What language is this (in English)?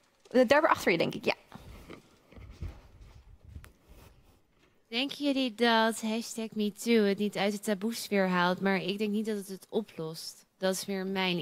Dutch